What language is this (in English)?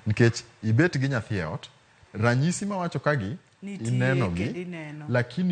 Luo (Kenya and Tanzania)